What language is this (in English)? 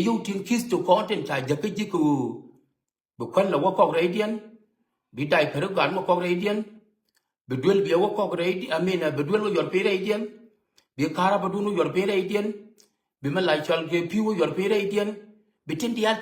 Nuer